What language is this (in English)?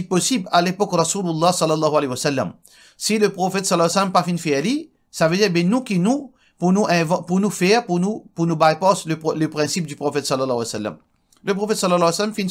Morisyen